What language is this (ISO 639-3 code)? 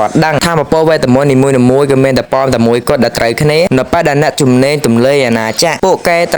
khm